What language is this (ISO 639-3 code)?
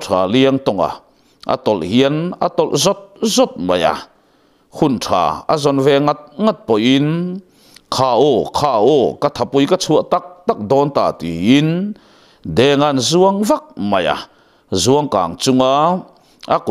lus